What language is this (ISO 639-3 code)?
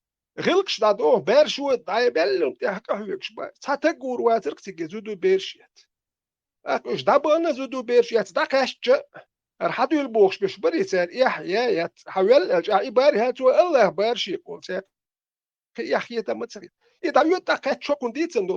che